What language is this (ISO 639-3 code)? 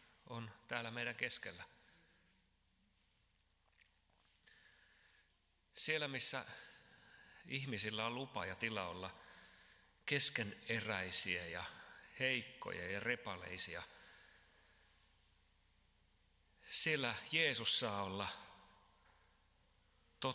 fin